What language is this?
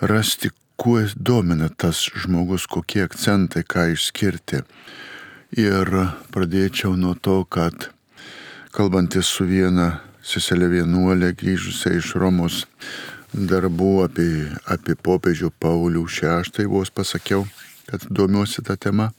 Lithuanian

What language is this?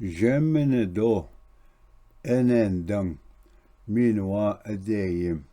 Ojibwa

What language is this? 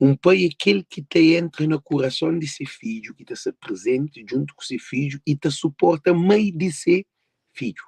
Kabuverdianu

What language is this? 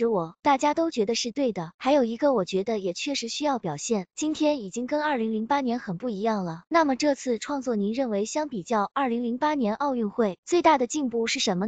Chinese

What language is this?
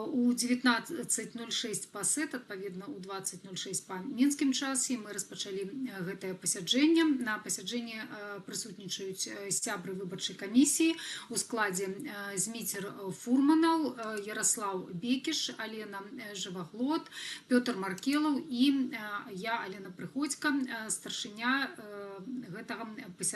Belarusian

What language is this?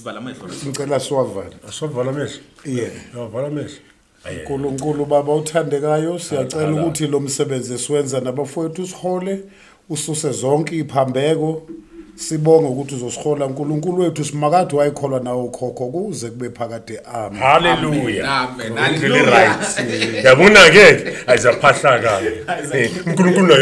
Zulu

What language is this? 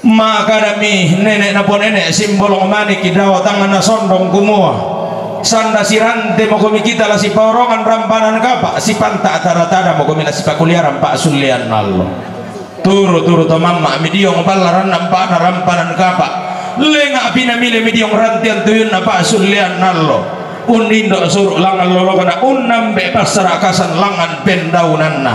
Toraja-Sa'dan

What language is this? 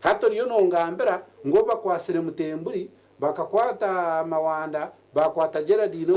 Nyankole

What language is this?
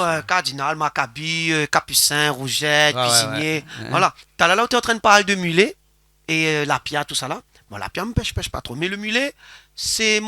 Réunion Creole French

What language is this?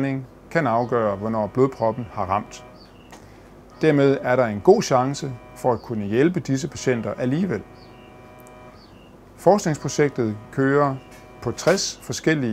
Danish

